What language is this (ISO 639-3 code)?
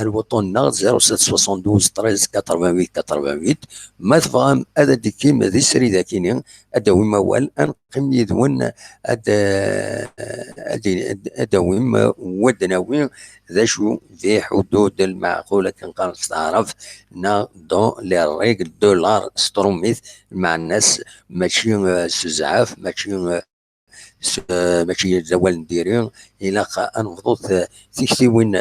kab